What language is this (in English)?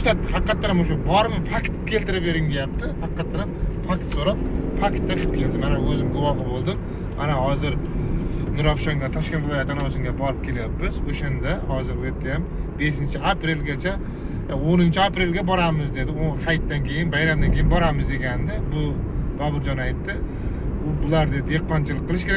Uzbek